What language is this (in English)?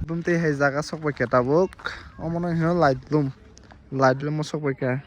Kok Borok